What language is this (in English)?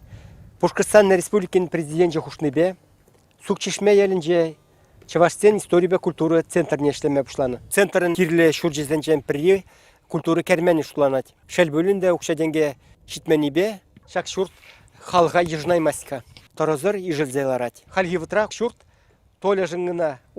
Chuvash